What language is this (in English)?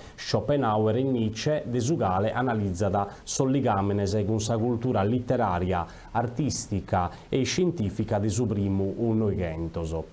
Sardinian